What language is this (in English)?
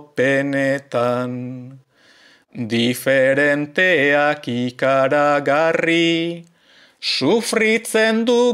Basque